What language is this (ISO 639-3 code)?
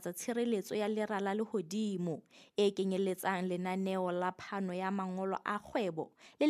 sot